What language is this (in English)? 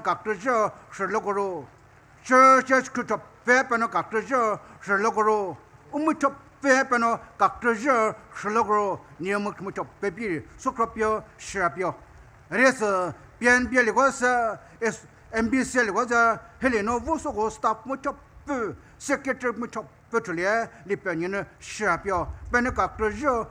Poumei Naga